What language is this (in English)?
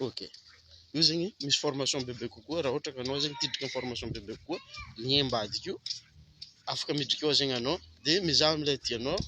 Malagasy